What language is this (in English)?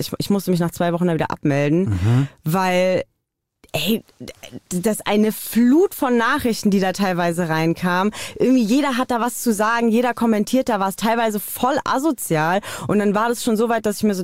German